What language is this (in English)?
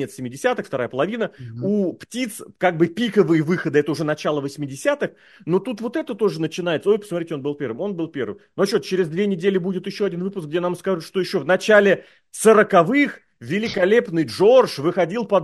Russian